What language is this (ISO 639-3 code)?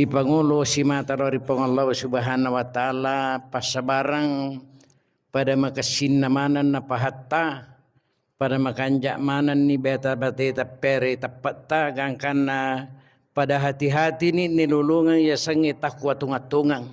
bug